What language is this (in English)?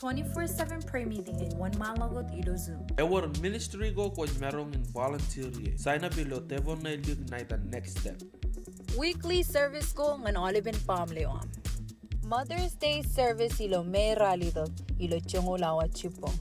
Marshallese